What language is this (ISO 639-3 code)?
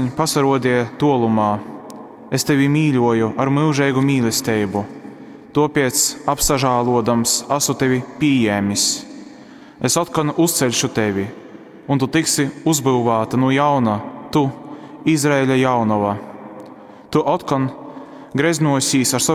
ltg